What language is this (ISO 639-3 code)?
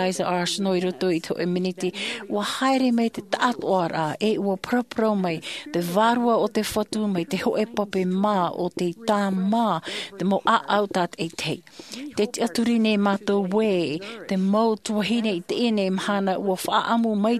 tah